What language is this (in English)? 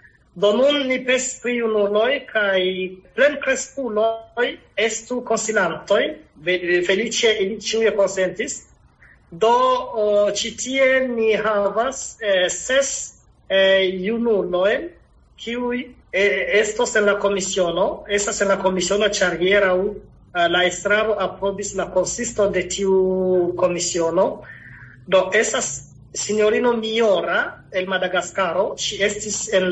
Esperanto